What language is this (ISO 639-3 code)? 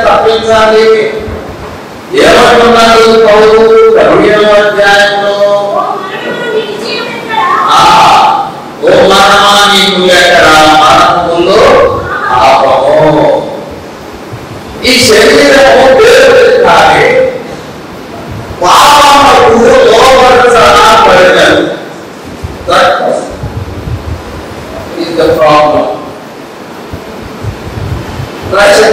tel